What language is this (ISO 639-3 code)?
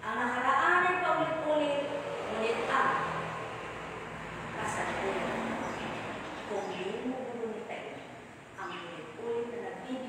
fil